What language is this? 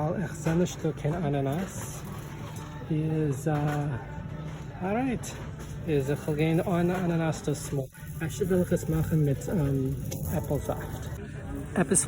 Yiddish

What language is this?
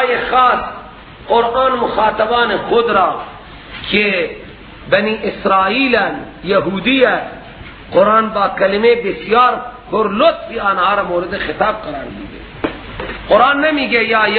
Persian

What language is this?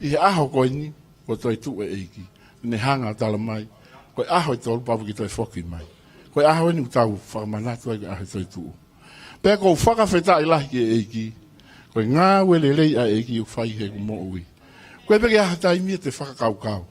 Tongan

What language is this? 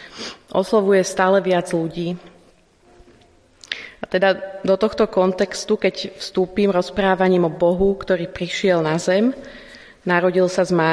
Slovak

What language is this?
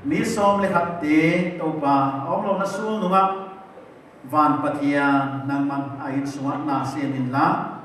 Paite Chin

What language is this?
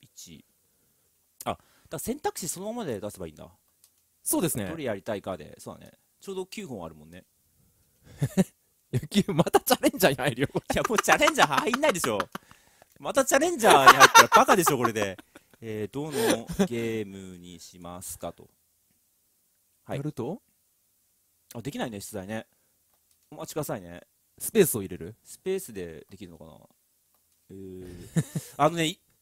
Japanese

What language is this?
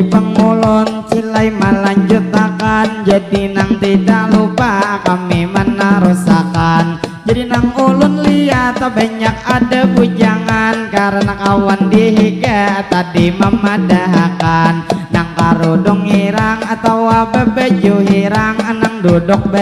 Banjar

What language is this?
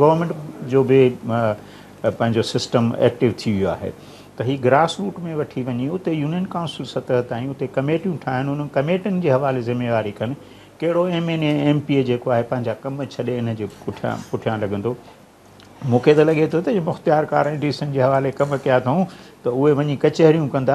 Sindhi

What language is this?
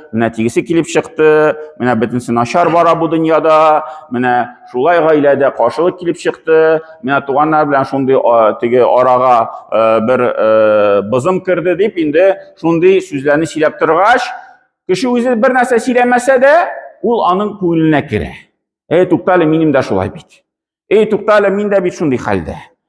Tatar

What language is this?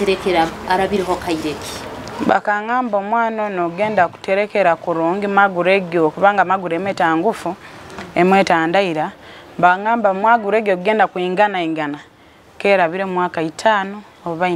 Nyoro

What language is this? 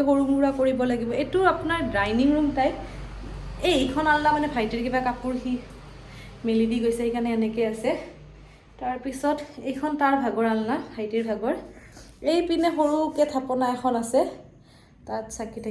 Assamese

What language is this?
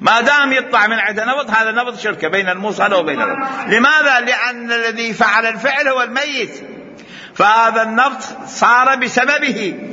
Mesopotamian Arabic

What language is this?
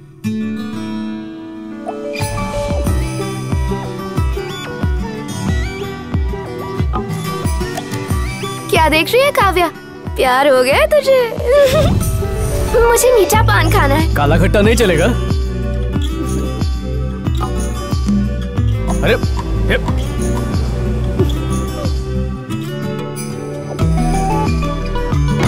Hindi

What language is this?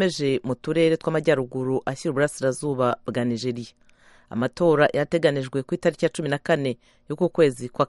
Kinyarwanda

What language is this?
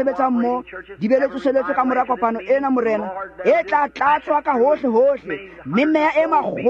Tswana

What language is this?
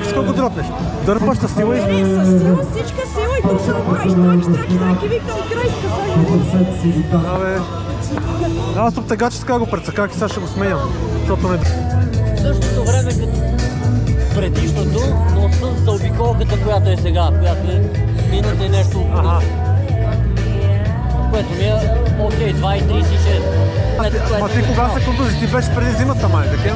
Bulgarian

